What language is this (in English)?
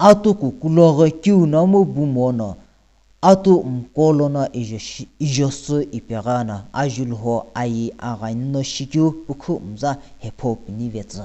Sumi Naga